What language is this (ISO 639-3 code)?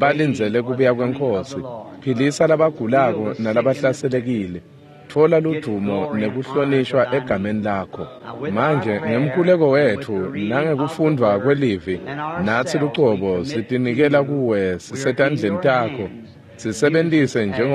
ssw